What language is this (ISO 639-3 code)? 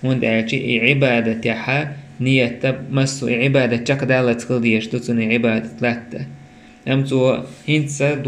che